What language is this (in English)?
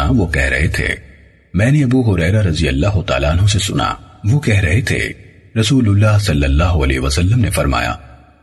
Urdu